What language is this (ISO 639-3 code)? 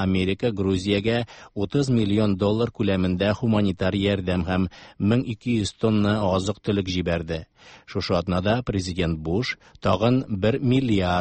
tat